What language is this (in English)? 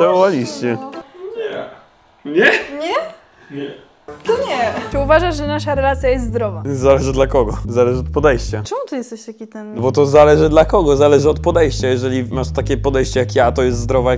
Polish